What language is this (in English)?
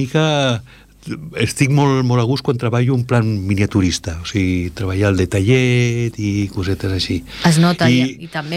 Catalan